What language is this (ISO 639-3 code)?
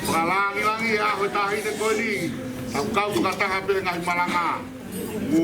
ton